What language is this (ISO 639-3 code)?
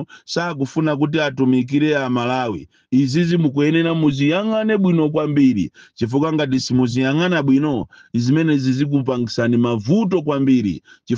nya